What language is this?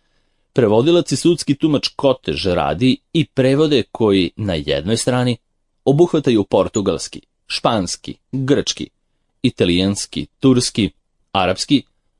Serbian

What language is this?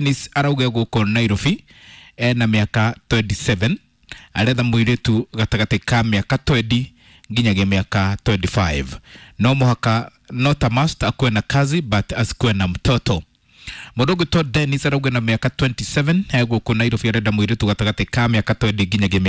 Kikuyu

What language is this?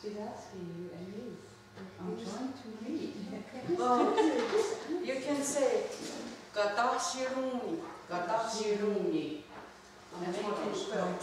Mohawk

